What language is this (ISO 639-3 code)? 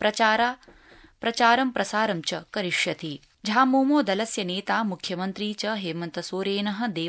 san